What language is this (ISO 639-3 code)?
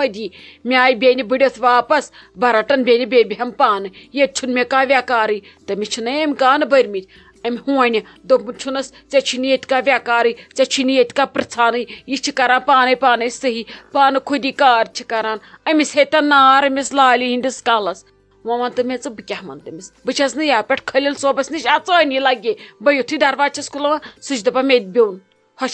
kas